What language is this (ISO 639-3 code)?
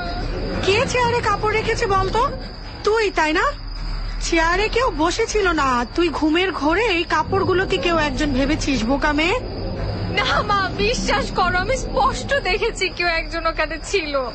ben